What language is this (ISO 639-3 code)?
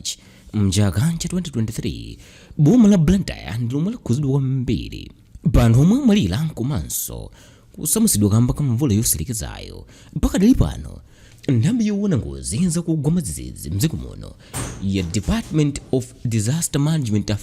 nya